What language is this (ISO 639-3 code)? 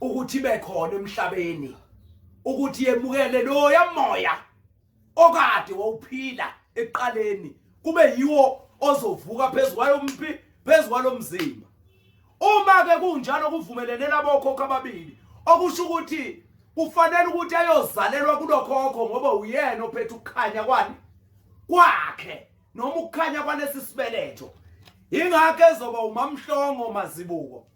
zul